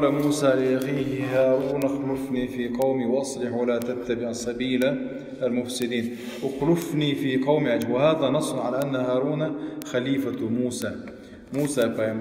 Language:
Chechen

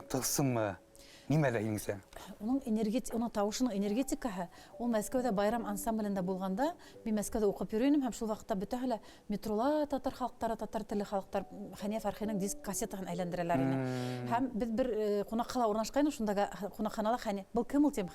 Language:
Bashkir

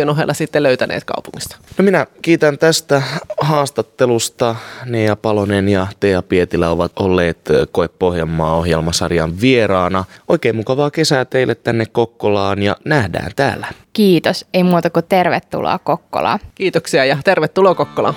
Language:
Finnish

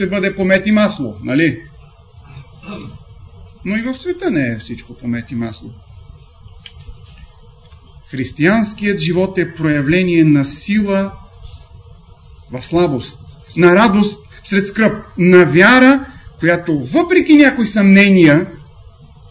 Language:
Bulgarian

